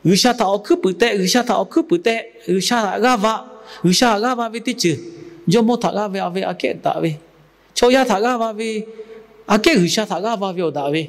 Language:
Lahu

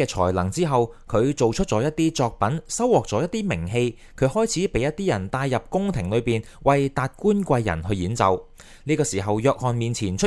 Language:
Cantonese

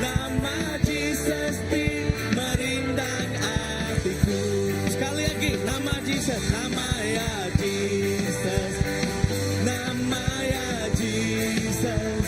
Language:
Iban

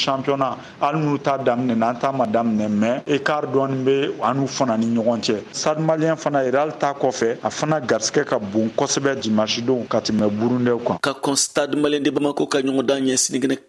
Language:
Bambara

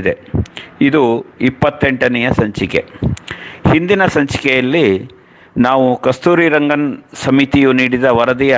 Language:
Kannada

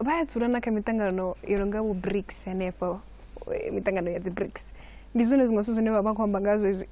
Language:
Venda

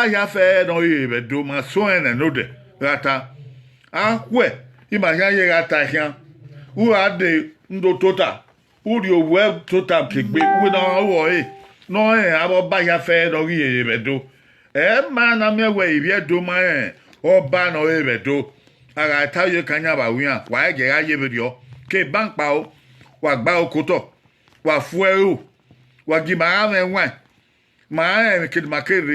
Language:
Bini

